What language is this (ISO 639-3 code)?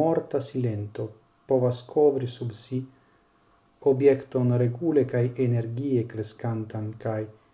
epo